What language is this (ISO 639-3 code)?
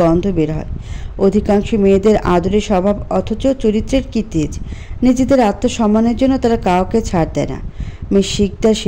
ben